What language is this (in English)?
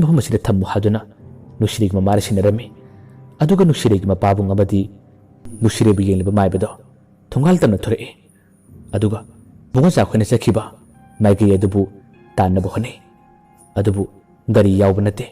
Manipuri